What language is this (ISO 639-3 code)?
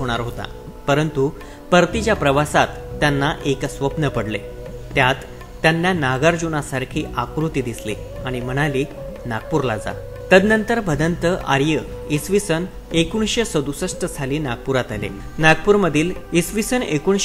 mar